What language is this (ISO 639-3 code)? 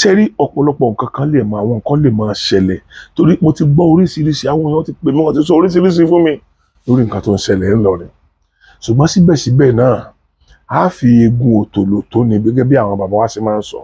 yor